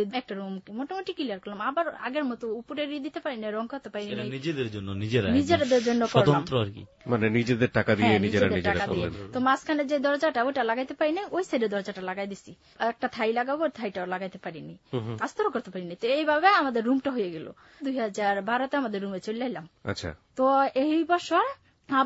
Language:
Bangla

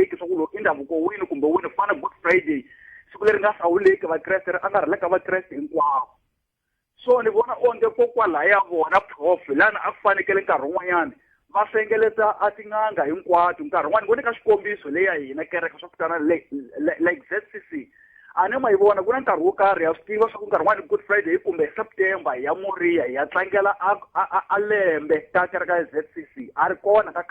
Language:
Tsonga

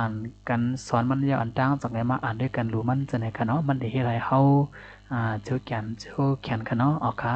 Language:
Shan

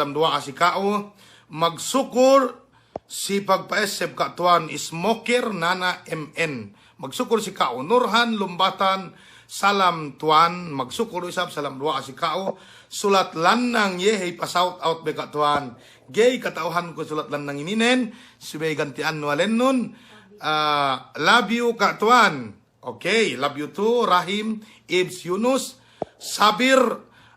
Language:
Yakan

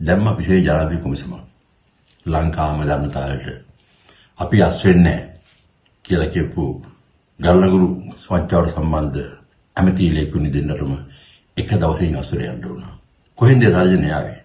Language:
Sinhala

